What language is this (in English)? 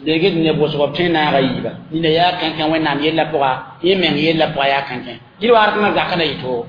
Mossi